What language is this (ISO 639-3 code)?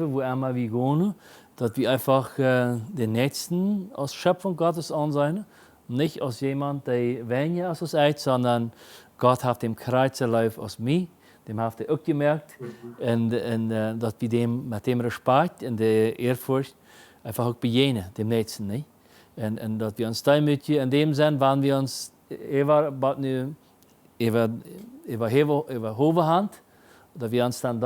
pdt